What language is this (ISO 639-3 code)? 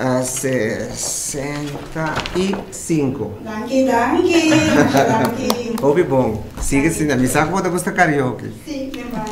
pap